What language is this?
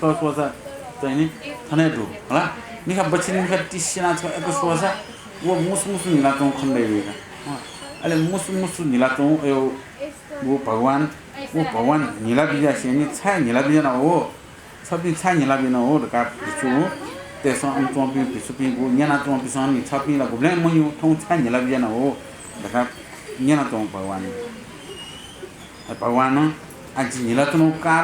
Newari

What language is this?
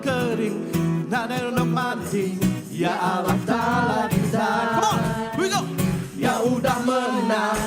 Iban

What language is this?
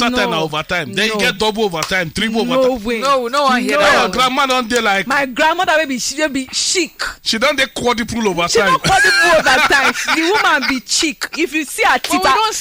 Nigerian Pidgin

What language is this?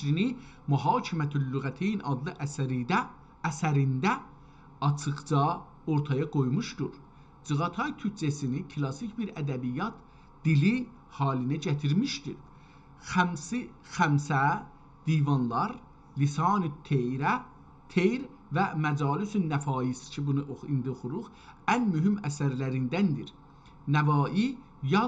South Azerbaijani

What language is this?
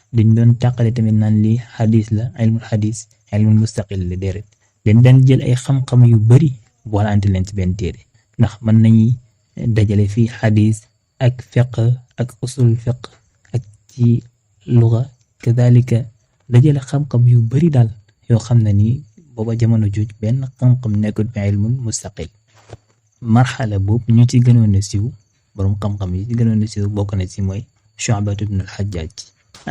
Wolof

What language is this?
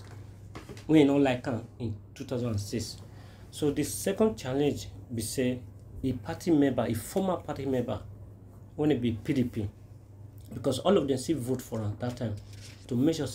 Nigerian Pidgin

